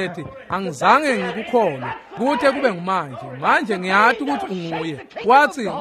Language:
Swati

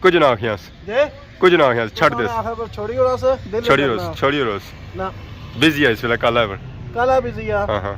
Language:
Pahari-Potwari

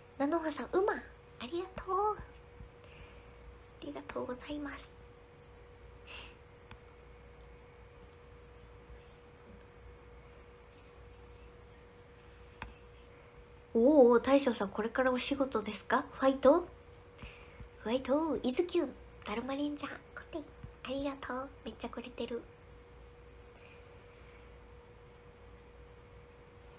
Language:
Japanese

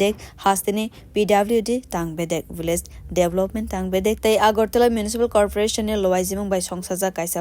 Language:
Kok Borok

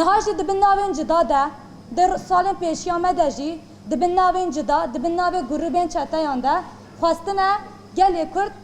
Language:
Kurdish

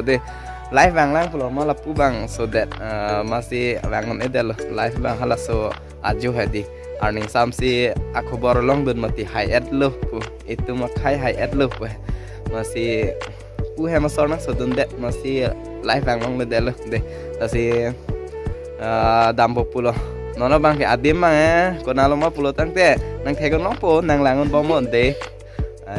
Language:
Karbi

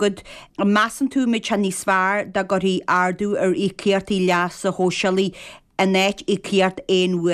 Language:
Irish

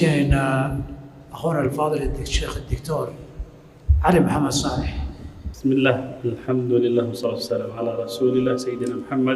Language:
Somali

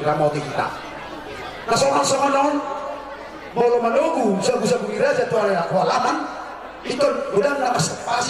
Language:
Batak Toba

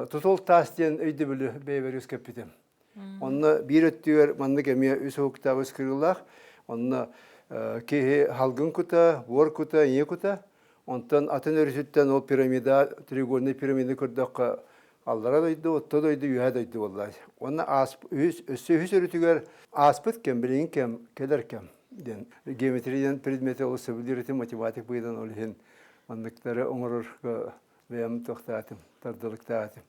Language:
Yakut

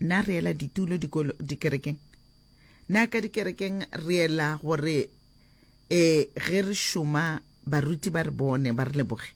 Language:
Northern Sotho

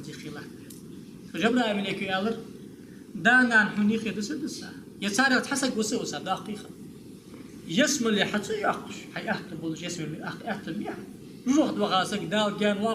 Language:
Ingush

